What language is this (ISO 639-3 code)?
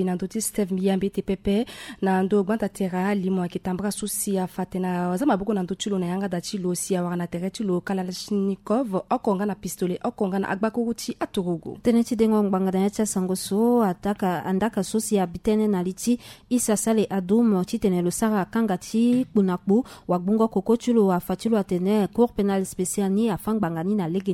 sag